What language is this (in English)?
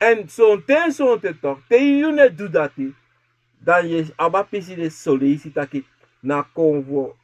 Sranan Tongo